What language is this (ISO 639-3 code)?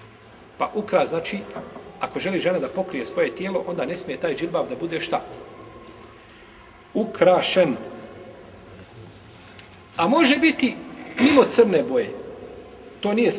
bos